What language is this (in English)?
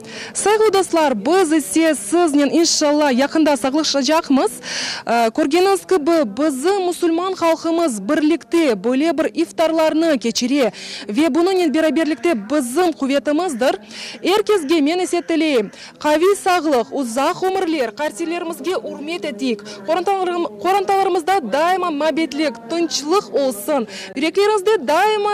Crimean Tatar